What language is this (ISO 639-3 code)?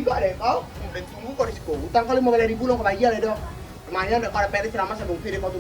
min